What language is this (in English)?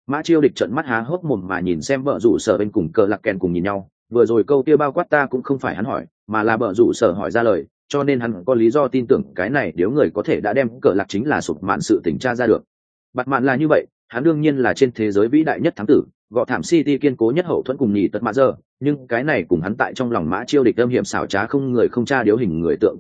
Vietnamese